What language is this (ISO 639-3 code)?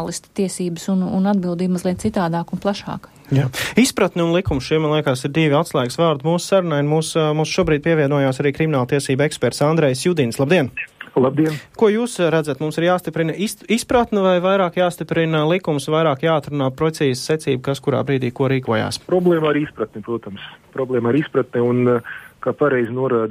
lav